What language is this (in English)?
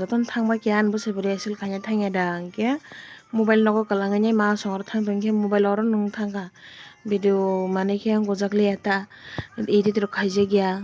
Kok Borok